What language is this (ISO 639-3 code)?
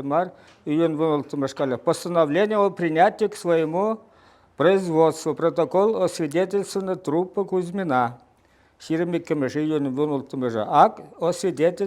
chv